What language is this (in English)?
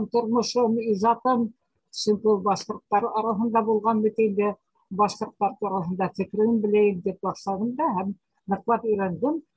Bashkir